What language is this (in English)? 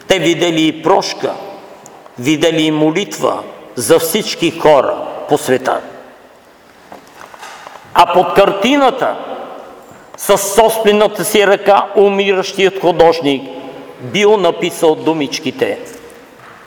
Bulgarian